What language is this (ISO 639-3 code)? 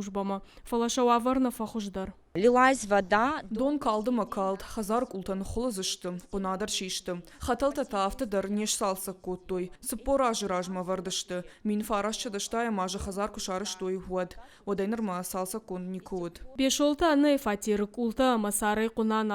oss